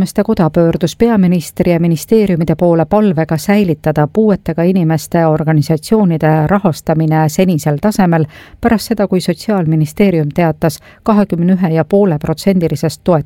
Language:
Estonian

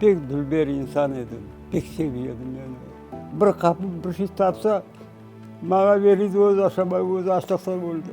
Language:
Crimean Tatar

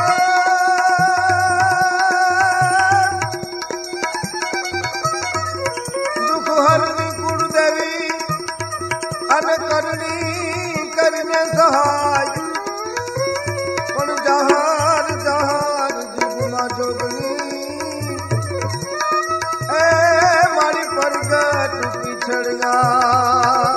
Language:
Gujarati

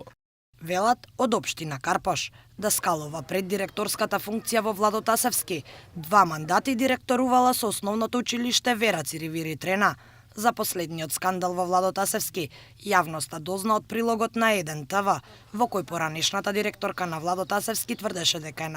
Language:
Macedonian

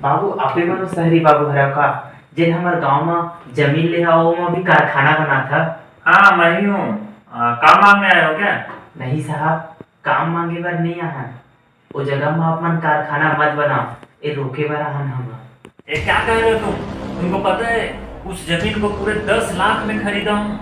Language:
Chhattisgarhi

